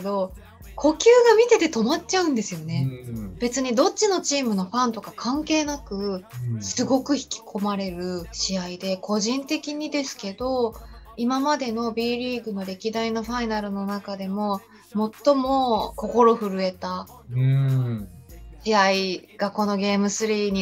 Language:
Japanese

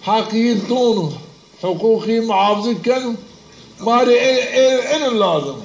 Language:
Zaza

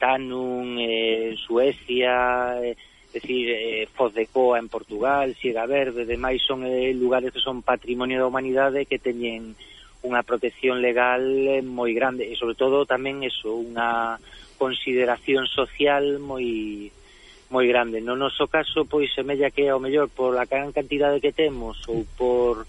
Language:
Galician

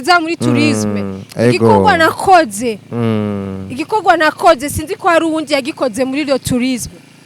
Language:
Rundi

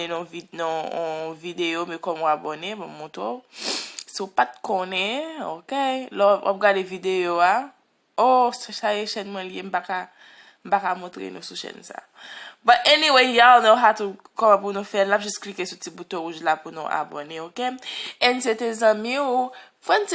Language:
Haitian Creole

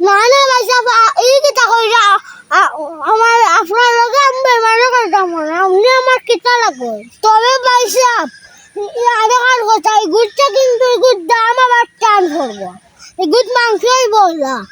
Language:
Sylheti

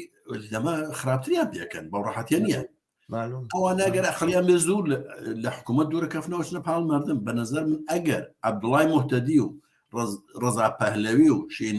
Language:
Central Kurdish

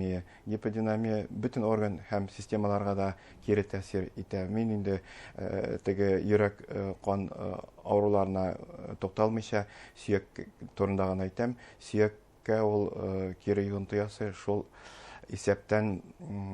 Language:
Bashkir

